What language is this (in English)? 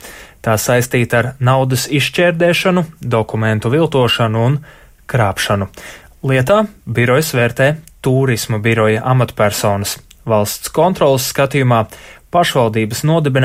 Latvian